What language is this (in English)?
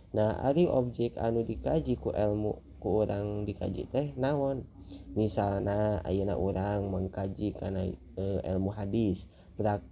Sundanese